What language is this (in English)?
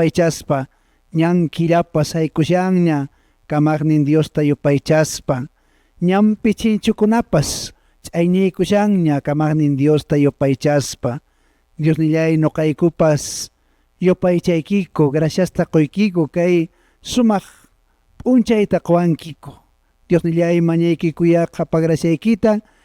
Quechua